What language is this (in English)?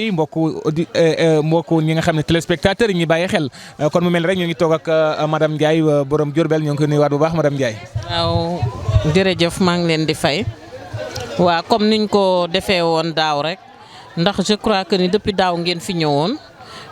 Wolof